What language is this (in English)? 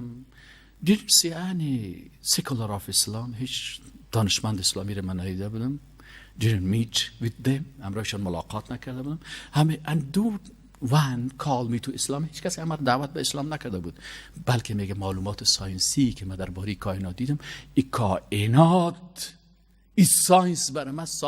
Persian